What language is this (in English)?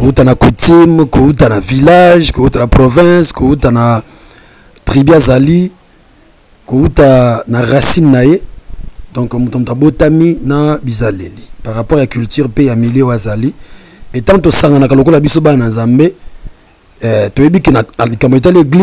Lingala